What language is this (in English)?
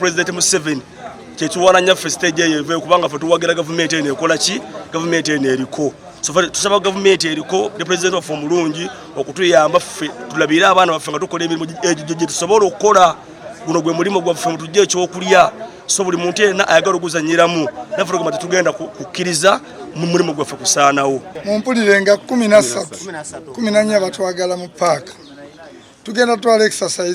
Ganda